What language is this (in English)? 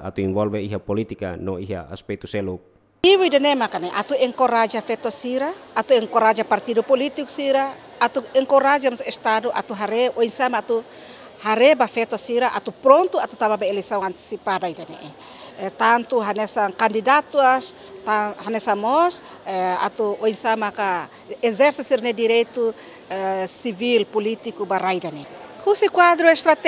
Tetum